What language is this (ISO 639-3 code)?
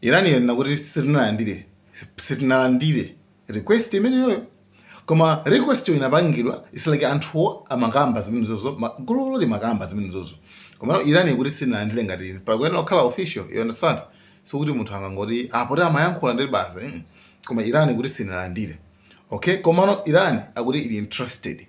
nya